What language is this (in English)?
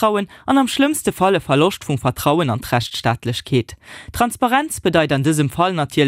Luxembourgish